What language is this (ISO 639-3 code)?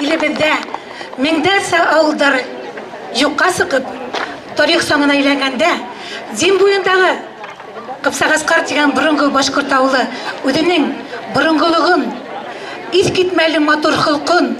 bak